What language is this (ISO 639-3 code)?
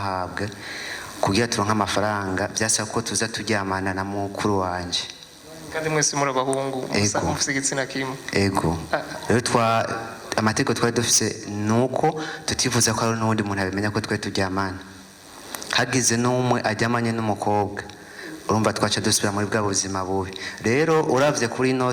run